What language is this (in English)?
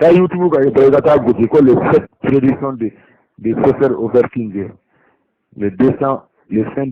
Bambara